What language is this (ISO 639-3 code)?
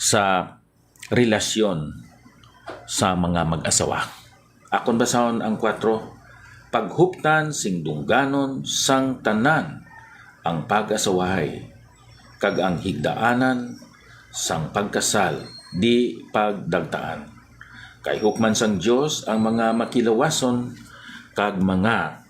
hil